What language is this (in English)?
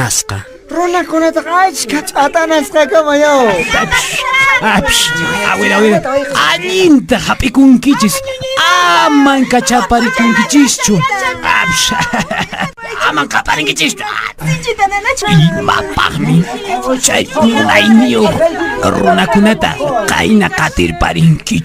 Quechua